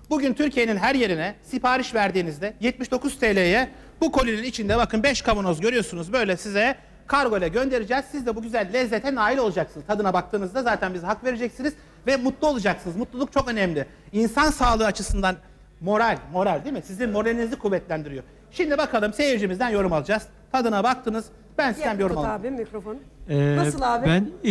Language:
Turkish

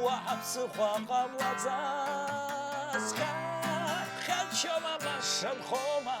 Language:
Abkhazian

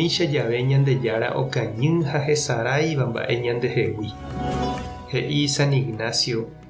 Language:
Guarani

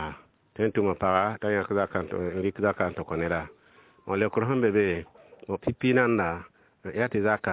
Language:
Mossi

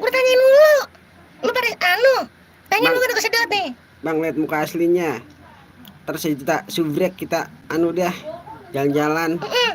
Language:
Betawi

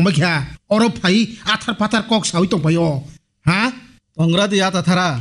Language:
Kok Borok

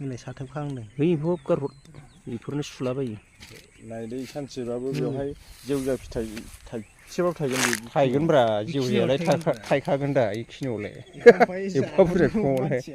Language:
Bodo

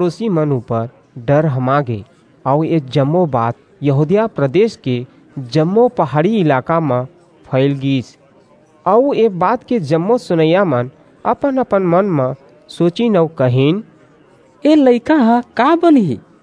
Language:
Chhattisgarhi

